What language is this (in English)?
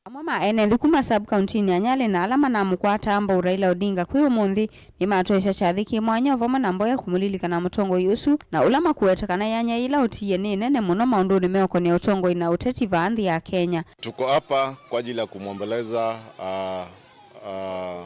Kamba